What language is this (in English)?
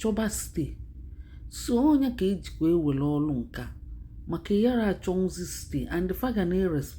Igbo